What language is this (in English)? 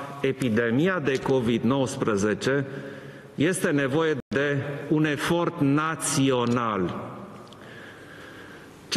Romanian